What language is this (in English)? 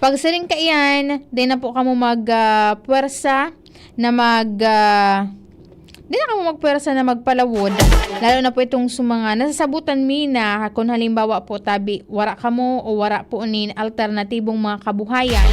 Bikol